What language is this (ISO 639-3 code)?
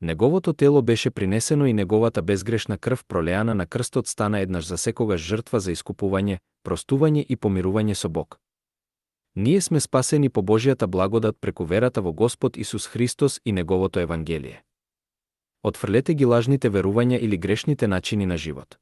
mkd